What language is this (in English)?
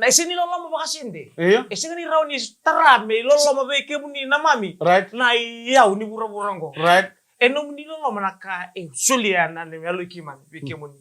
Fijian